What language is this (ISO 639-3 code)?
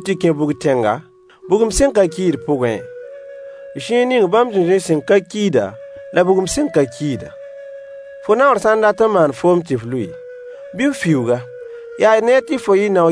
mos